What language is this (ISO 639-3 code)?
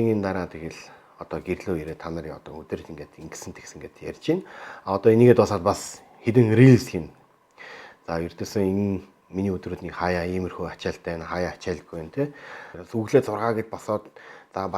mon